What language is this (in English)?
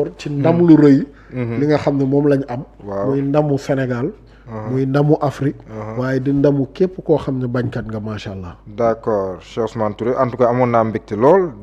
Wolof